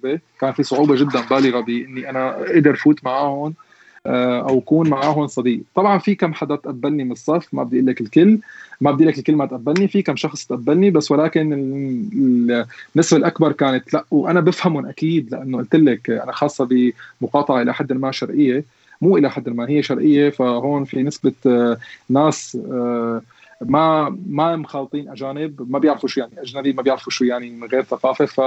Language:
North Levantine Arabic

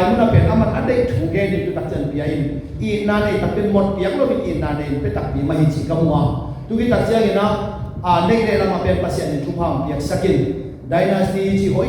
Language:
Tedim Chin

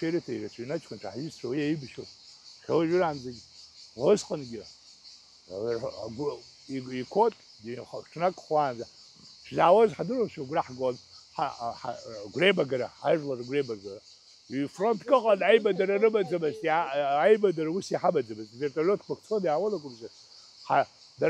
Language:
Abkhazian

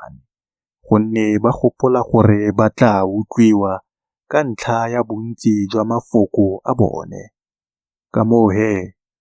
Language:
Tswana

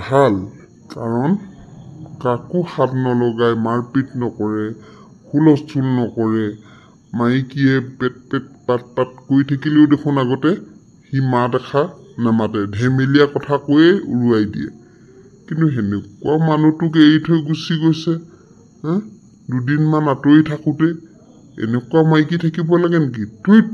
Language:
Assamese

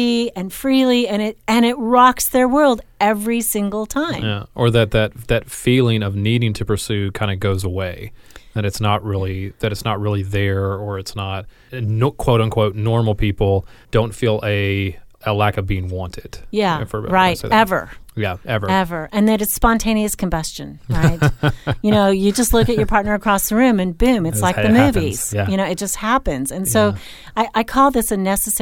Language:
English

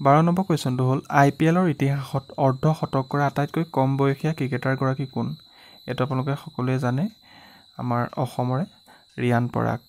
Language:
Assamese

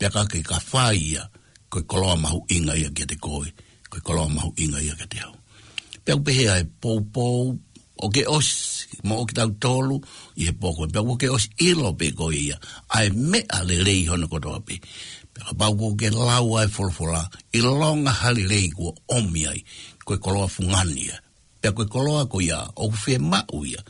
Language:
Tongan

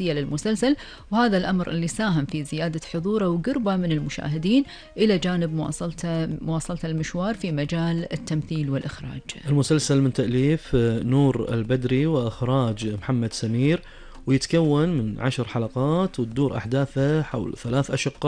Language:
Gulf Arabic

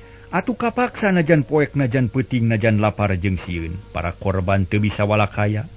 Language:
Sundanese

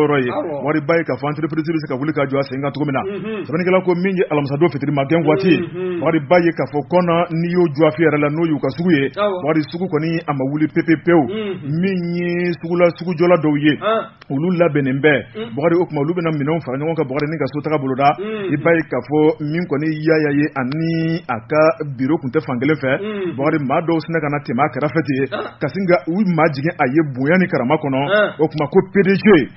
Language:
Bambara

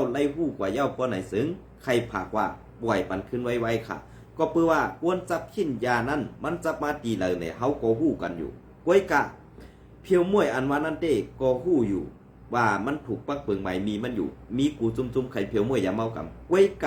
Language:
Shan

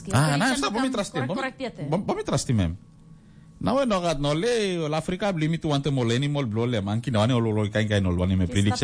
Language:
Tok Pisin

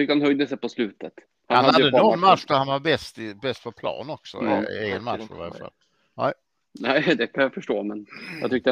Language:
Swedish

